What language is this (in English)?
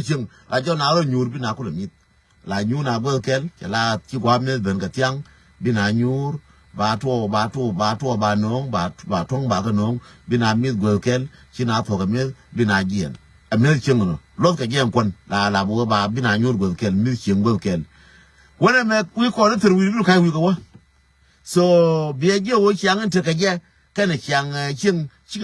Nuer